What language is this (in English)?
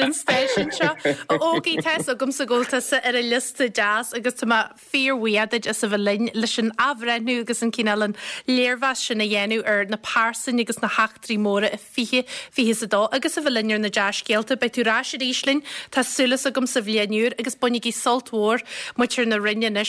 Irish